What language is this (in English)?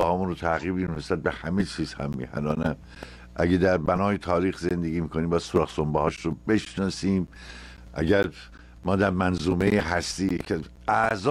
Persian